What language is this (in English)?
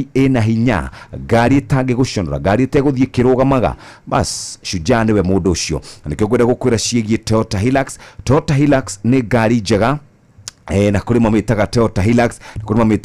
Kikuyu